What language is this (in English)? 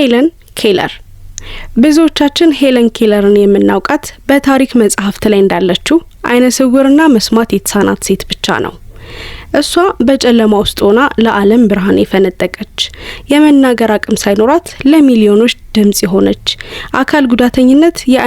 Amharic